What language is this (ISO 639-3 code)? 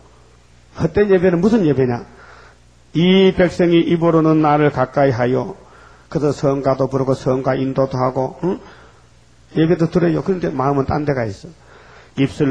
kor